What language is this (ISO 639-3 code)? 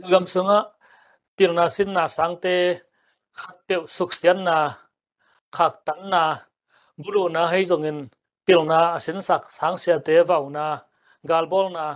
ctd